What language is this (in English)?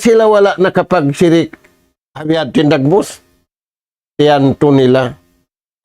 Tausug